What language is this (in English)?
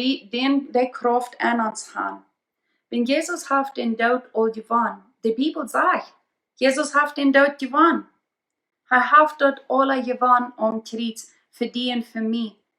Plautdietsch